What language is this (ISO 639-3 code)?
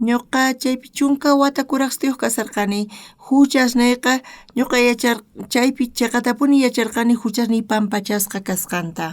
quh